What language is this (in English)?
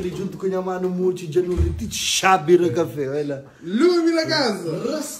Kabuverdianu